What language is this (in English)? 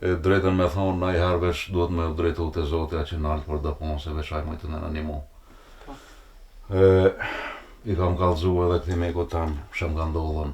Albanian